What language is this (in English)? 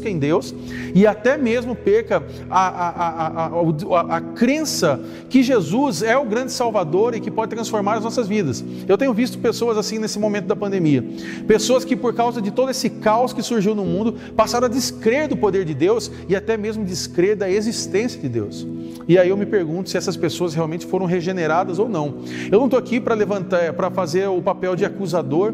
Portuguese